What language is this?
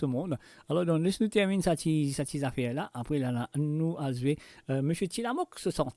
Morisyen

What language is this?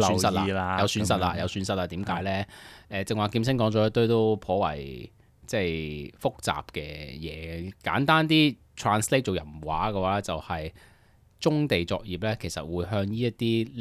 Cantonese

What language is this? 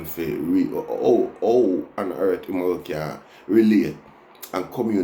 Jamaican Creole English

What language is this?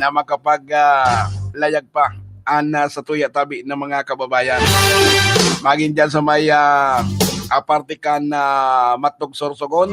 Bikol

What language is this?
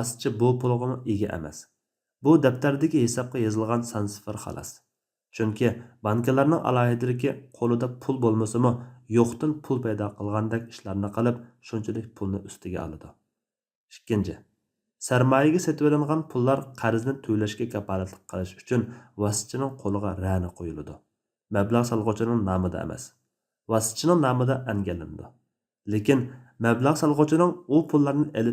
Uyghur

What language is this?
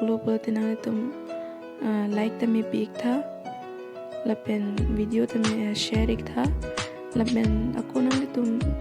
Karbi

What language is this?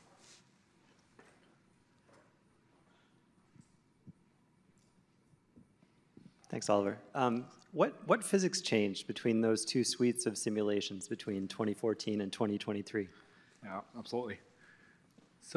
English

